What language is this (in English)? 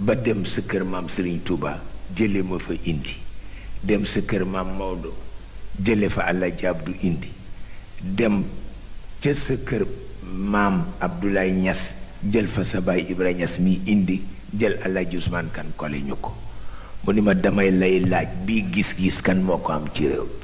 Wolof